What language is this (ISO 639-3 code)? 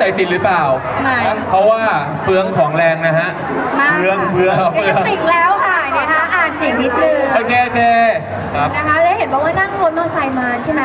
tha